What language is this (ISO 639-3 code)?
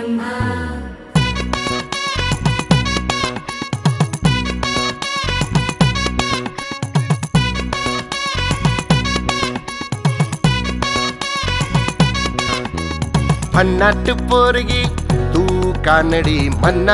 mar